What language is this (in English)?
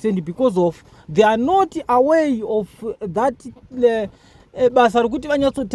Shona